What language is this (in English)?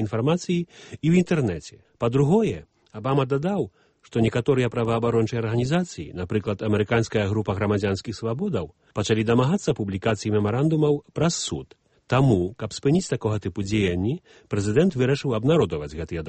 Belarusian